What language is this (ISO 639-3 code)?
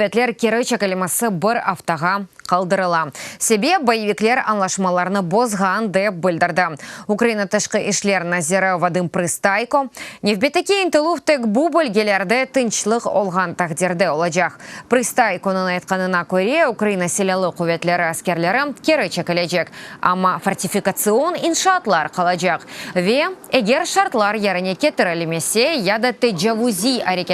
crh